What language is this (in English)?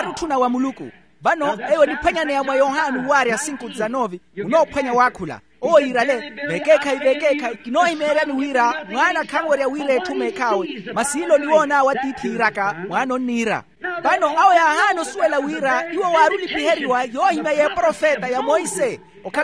Makhuwa